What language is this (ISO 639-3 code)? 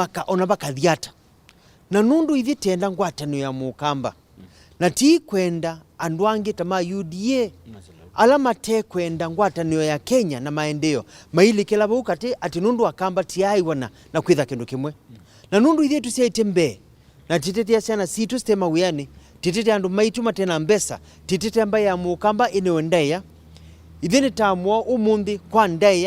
kam